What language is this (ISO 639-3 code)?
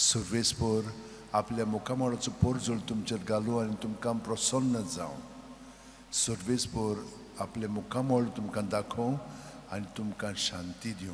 kok